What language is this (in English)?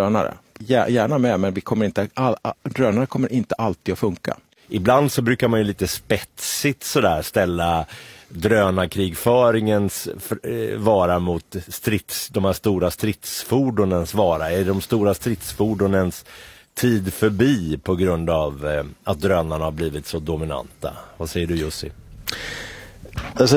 Swedish